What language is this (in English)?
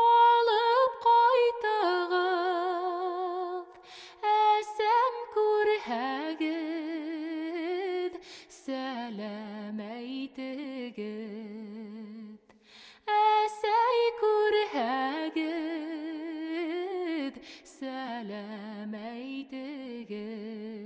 Bashkir